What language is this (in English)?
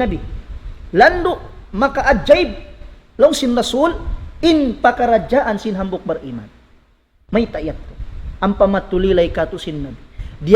Tausug